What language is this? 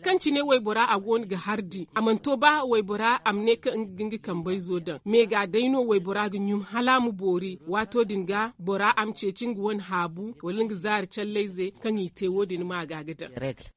Zarma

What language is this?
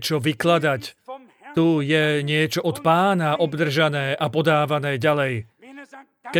Slovak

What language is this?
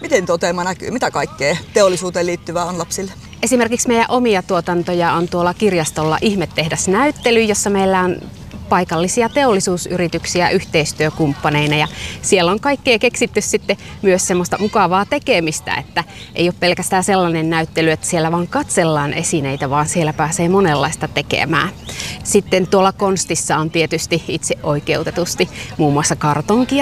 Finnish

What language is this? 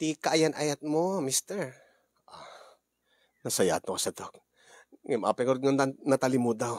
Iloko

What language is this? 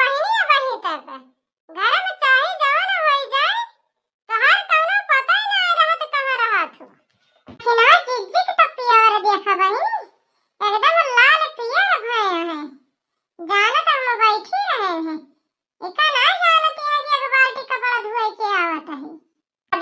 Awadhi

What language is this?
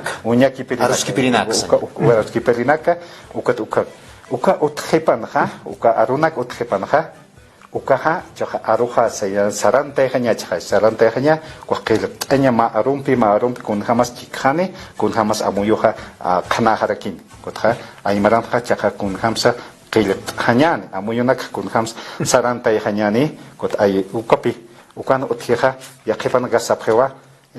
Aymara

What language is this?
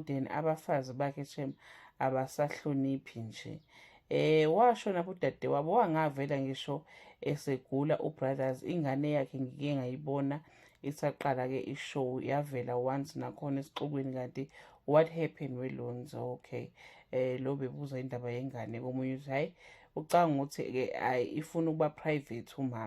Zulu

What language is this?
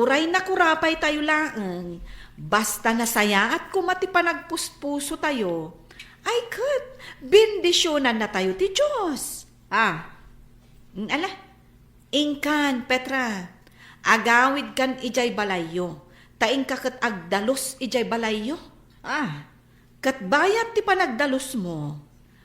Iloko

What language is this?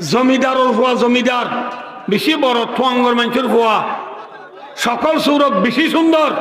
Rohingya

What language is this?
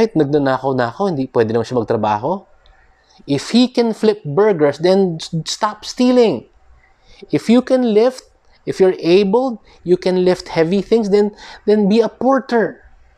Filipino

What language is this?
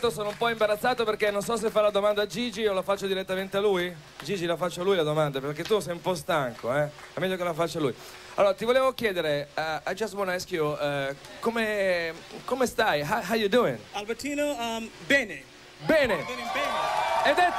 Italian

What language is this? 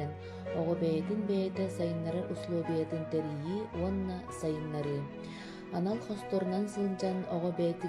Yakut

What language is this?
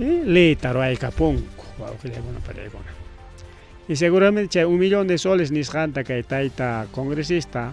Ayacucho Quechua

